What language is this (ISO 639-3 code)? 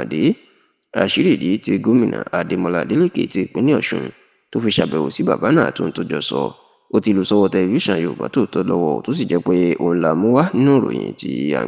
yor